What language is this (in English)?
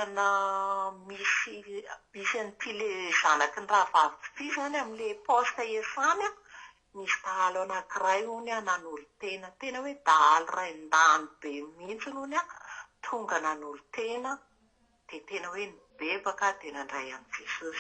Malagasy